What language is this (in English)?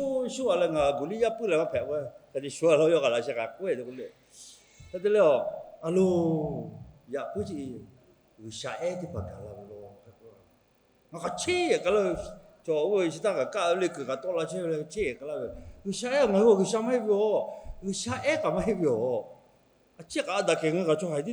Lahu